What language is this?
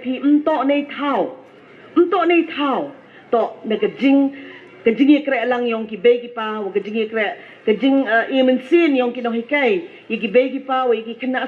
Pnar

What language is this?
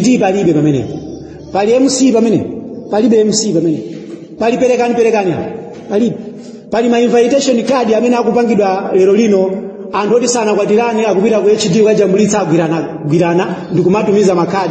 Nyanja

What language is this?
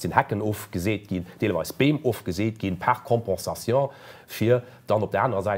Luxembourgish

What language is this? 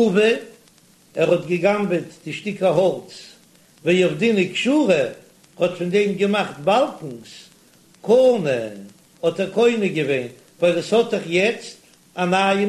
Yiddish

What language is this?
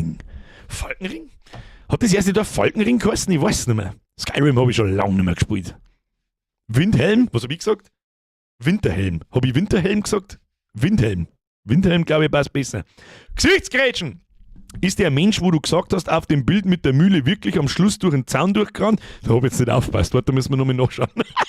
Bavarian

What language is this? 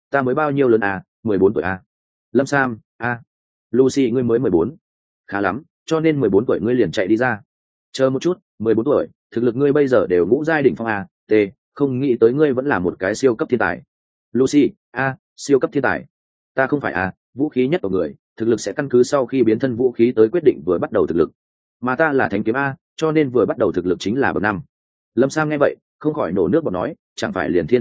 Vietnamese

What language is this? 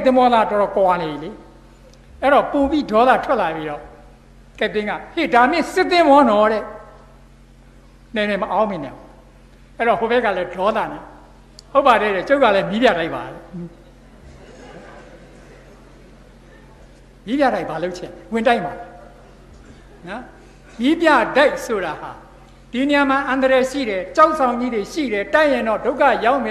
Burmese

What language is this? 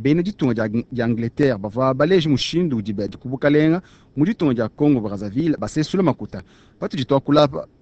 Luba-Lulua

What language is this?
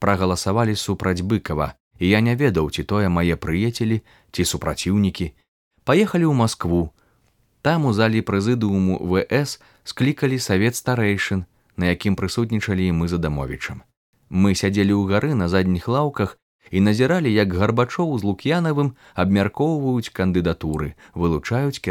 Belarusian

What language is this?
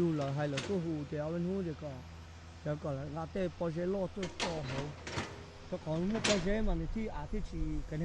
Hmong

